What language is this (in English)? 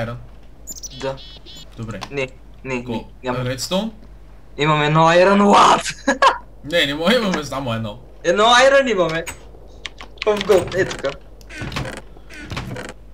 Bulgarian